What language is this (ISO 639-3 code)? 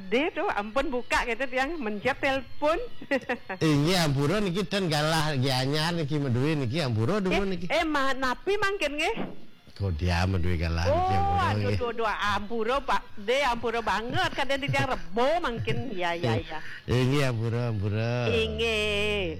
ban